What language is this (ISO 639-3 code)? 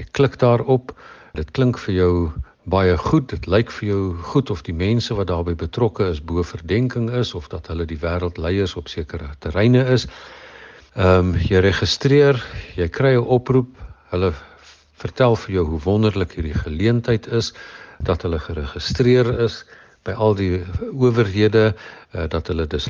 afr